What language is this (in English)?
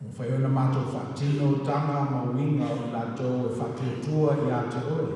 Samoan